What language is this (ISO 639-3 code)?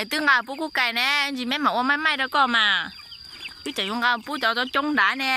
hmn